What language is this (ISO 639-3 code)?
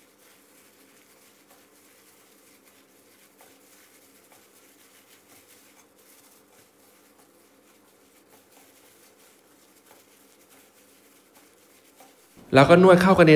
tha